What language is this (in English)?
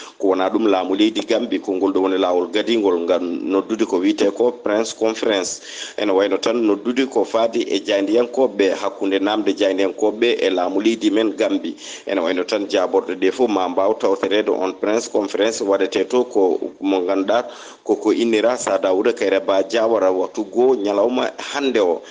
Fula